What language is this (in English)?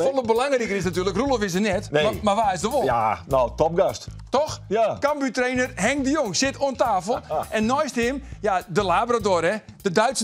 Western Frisian